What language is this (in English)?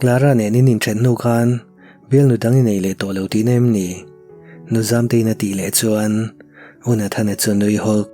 Mizo